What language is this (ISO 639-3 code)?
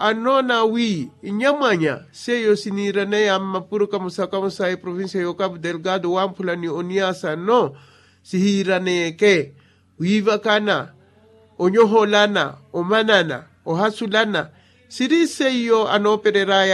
vmw